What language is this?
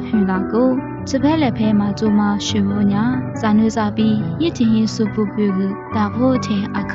Lisu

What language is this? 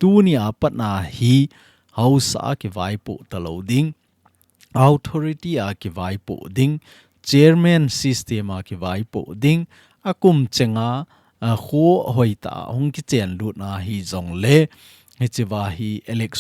Thado Chin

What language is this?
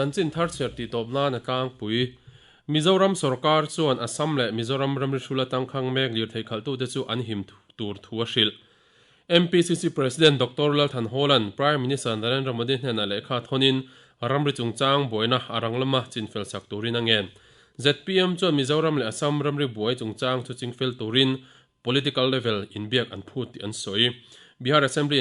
Mizo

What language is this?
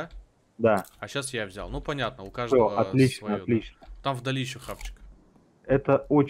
Russian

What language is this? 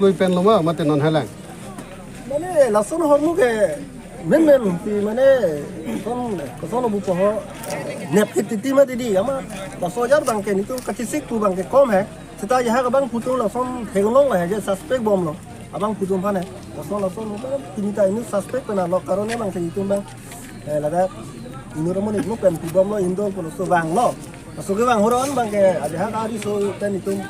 Karbi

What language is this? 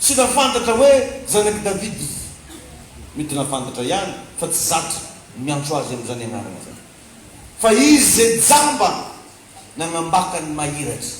Malagasy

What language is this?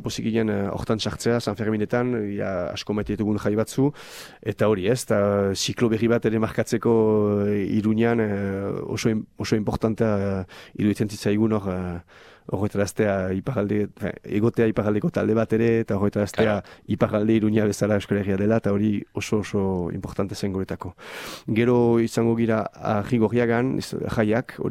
Basque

